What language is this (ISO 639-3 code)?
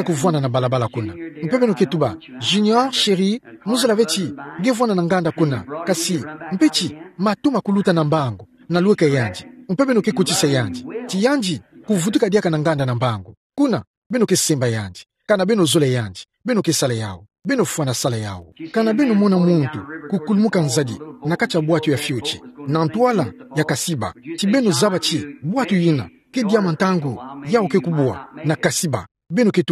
ktu